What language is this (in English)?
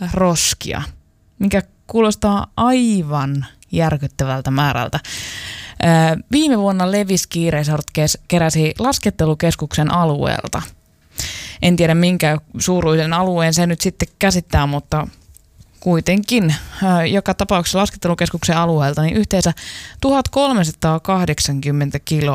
Finnish